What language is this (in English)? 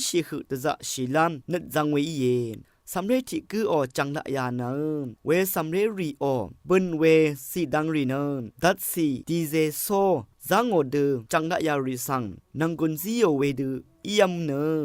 Rawang